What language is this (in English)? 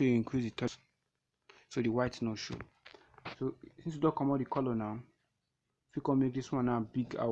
Nigerian Pidgin